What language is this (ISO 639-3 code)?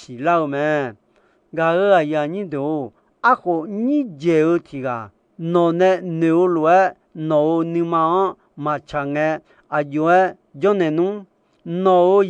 ahk